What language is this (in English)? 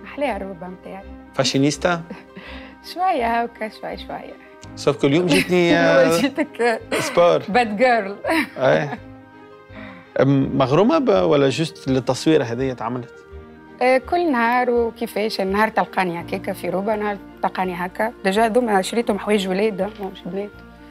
Tunisian Arabic